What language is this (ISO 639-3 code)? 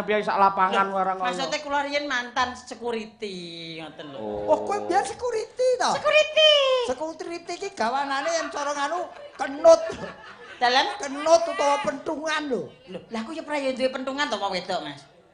jav